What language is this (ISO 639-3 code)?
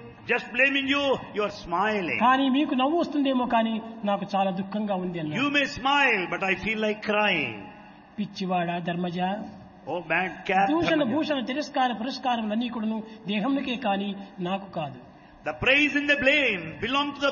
tel